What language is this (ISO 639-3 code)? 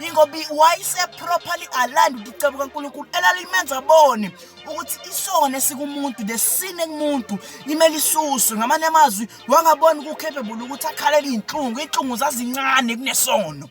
zul